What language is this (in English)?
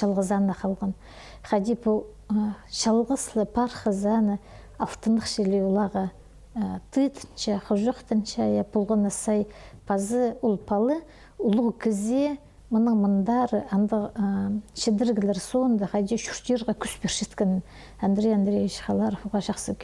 Khakas